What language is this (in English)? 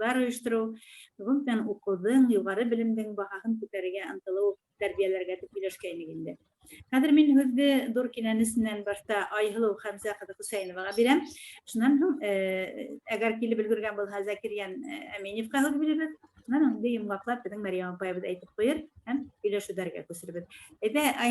Bashkir